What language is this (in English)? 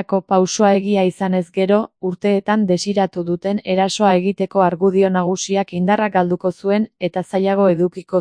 Basque